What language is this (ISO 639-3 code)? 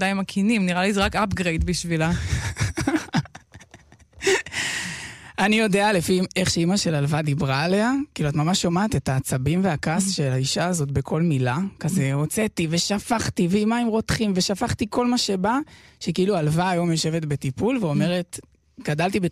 heb